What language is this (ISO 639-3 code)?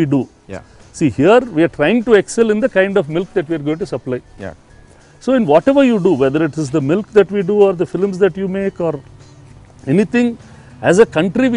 tel